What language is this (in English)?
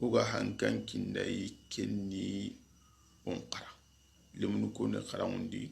Soninke